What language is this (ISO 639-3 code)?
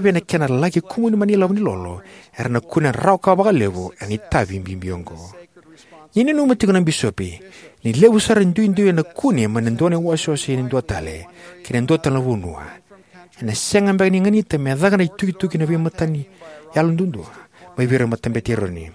fij